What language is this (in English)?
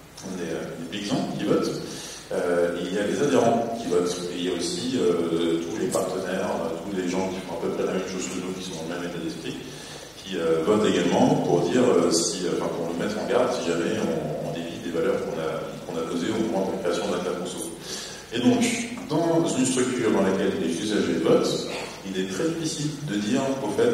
French